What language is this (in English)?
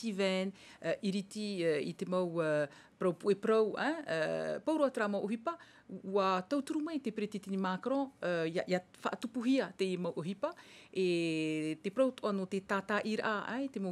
Tahitian